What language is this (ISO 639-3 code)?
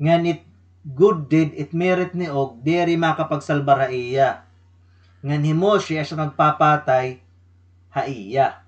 war